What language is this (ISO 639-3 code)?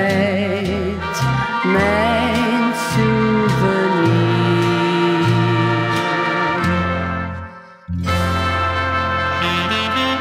nld